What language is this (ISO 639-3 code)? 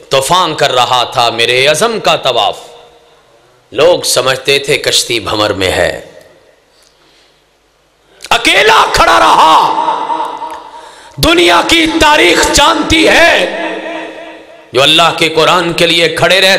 urd